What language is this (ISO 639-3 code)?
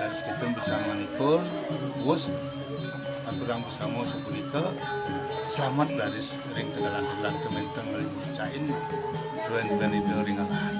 ban